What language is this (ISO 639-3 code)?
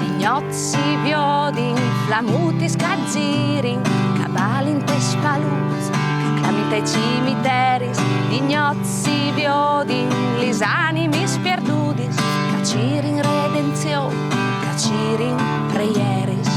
fur